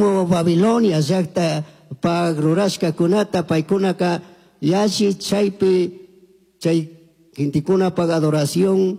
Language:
Chimborazo Highland Quichua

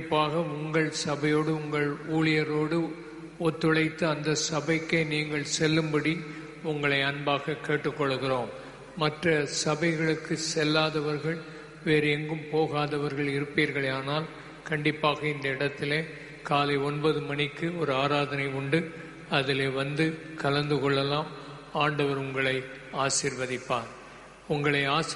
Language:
Tamil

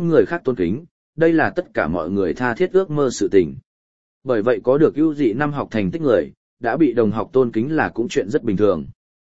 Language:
Vietnamese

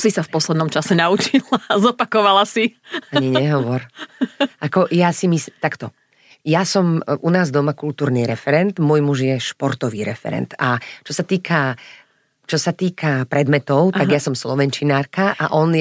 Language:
Slovak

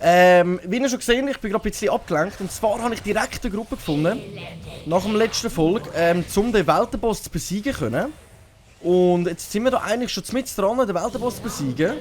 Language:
Swiss German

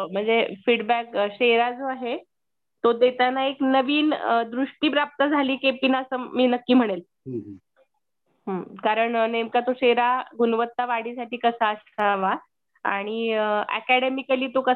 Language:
Marathi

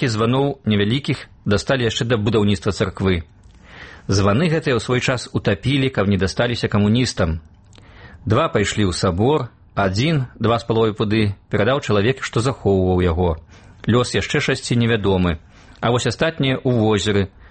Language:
Belarusian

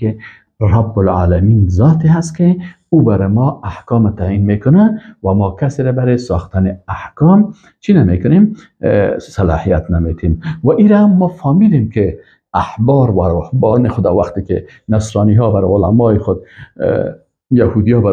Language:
Persian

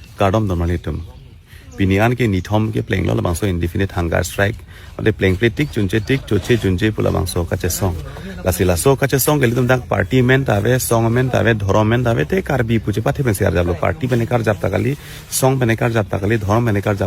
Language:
Karbi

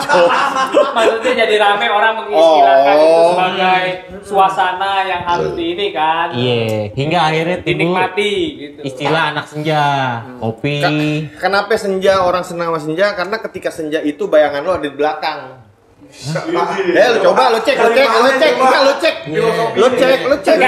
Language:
Indonesian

